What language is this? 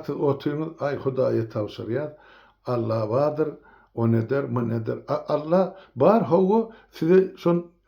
Turkmen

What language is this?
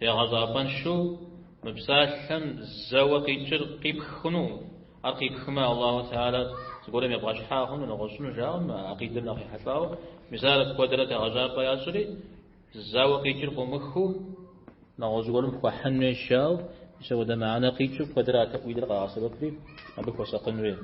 Kabardian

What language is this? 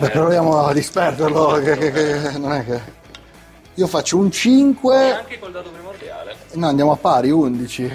Italian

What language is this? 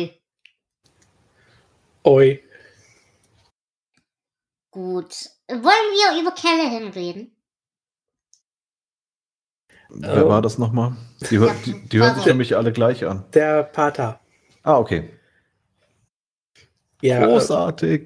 German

